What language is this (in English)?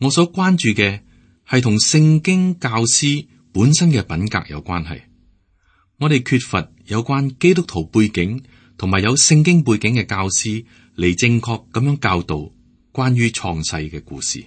Cantonese